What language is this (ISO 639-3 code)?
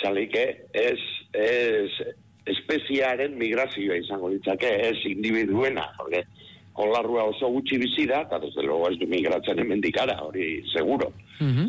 eus